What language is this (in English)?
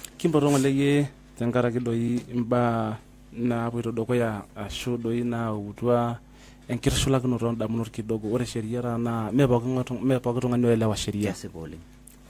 Masai